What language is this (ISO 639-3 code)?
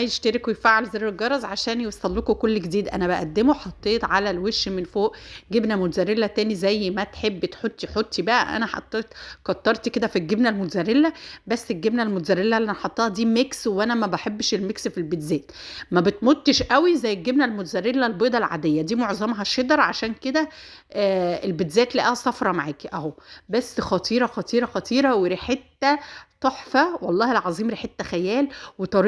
arz